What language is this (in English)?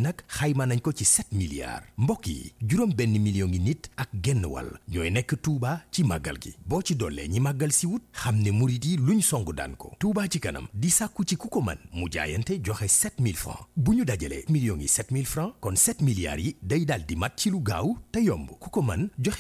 Wolof